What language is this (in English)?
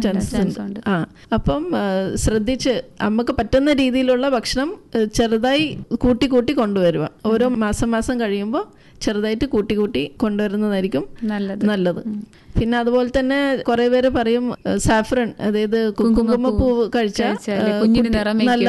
Malayalam